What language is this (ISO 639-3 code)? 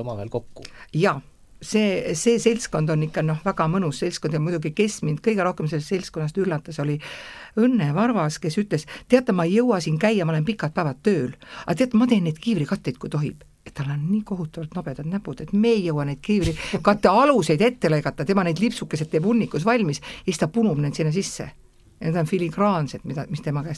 est